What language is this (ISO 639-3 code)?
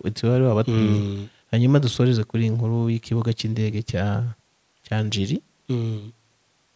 kin